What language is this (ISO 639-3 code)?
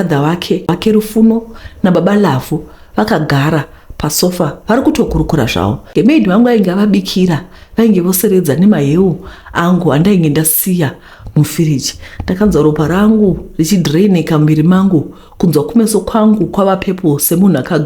sna